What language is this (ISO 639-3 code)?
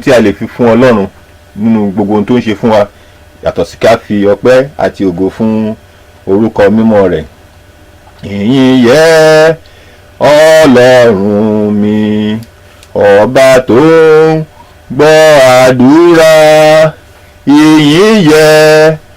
yor